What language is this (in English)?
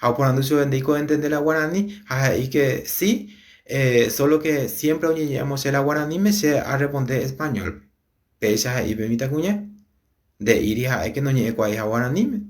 Guarani